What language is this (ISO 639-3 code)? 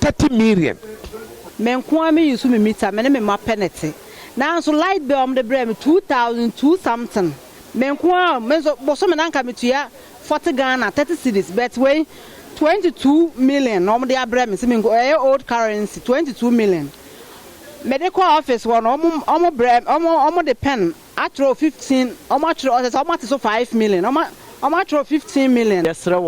aka